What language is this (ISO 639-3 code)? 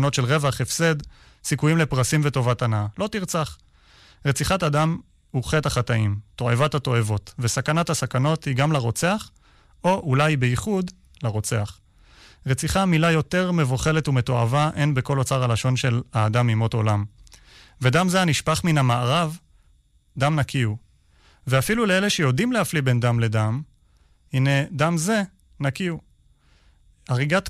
heb